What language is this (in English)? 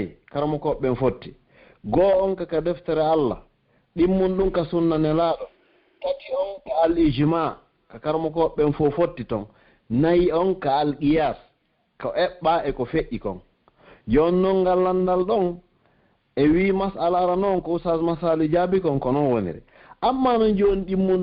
Pular